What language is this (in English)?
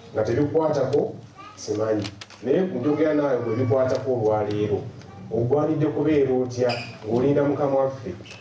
Ganda